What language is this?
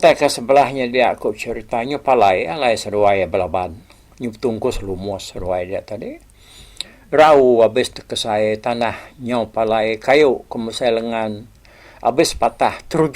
Iban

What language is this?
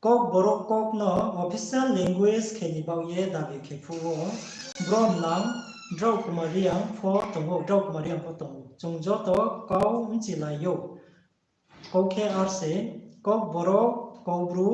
Riang (India)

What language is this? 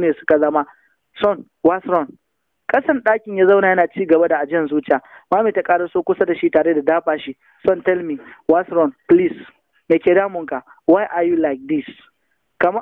Hausa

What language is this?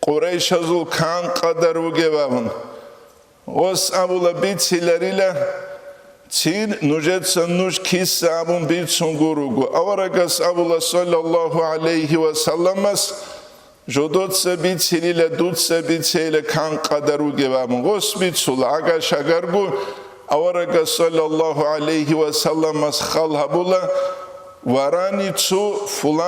Avaric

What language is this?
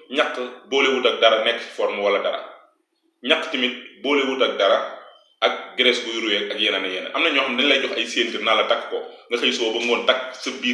Wolof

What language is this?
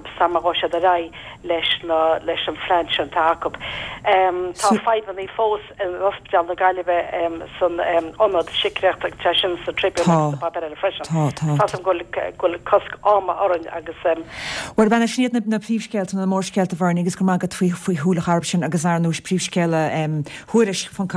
Irish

